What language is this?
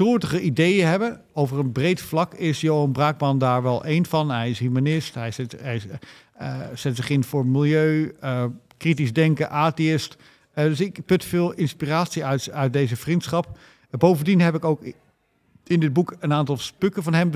Dutch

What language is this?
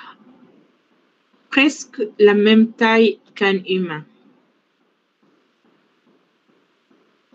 French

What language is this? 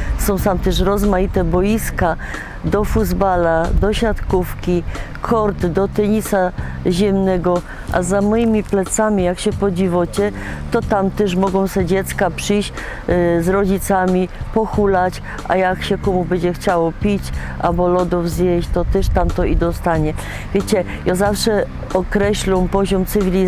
Silesian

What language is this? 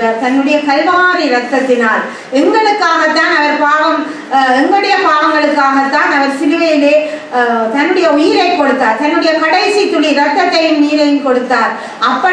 Tamil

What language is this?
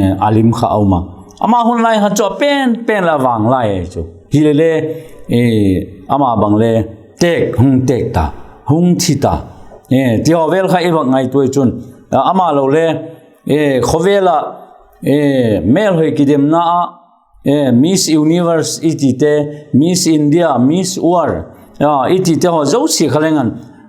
Vaiphei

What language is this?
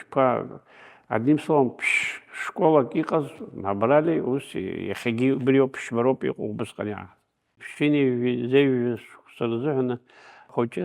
Abkhazian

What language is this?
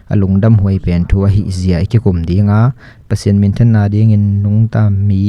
Tedim Chin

